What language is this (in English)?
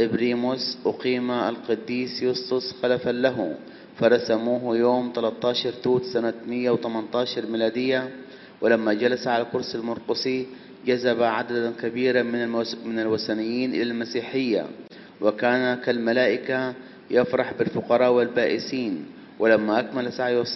Arabic